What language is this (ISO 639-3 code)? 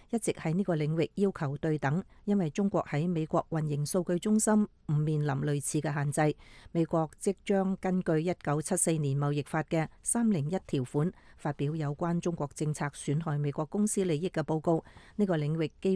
yue